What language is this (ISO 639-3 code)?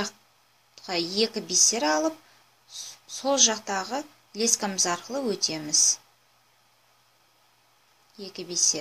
kaz